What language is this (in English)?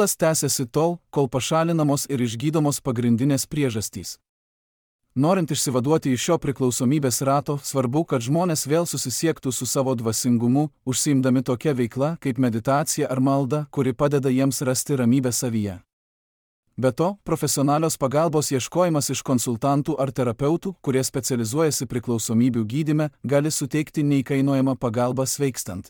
Lithuanian